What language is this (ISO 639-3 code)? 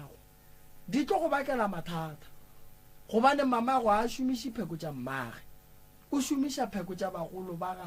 nso